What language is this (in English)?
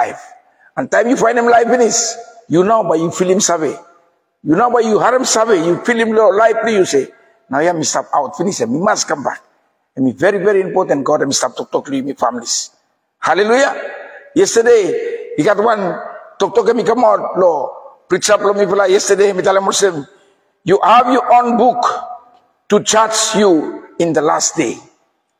Bislama